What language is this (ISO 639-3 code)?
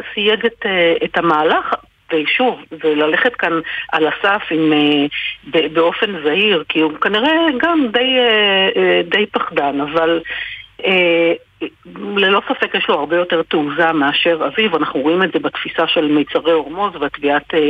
heb